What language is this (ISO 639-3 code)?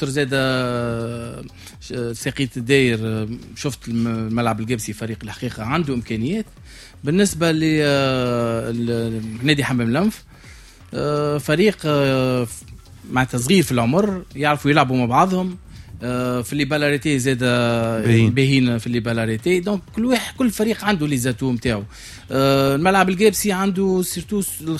aeb